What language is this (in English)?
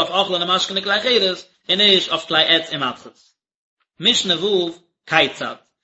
Yiddish